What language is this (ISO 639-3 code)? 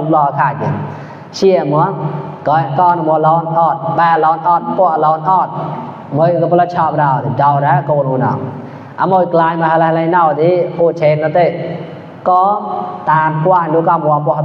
mnw